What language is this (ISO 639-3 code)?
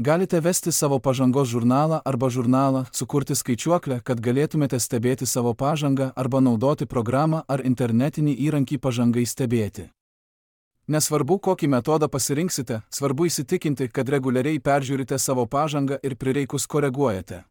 lit